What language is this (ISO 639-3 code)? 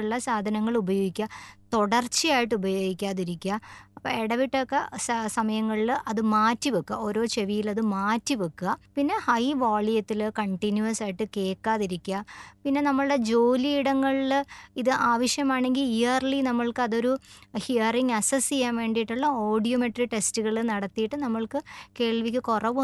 mal